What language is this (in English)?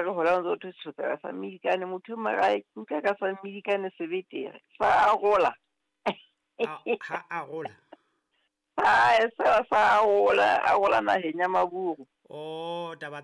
Southern Sotho